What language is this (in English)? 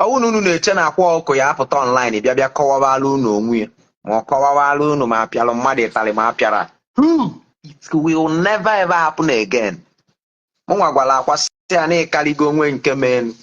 Igbo